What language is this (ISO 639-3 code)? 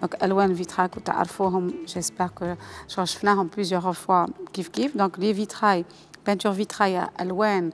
arq